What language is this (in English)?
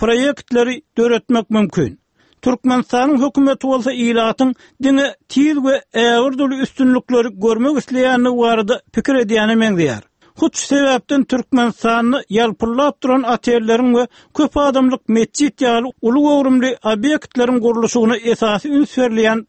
Turkmen